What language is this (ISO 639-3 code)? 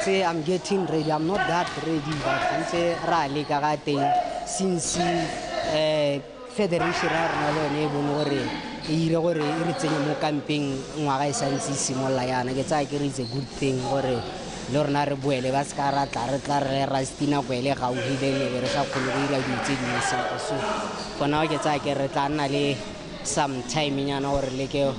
tsn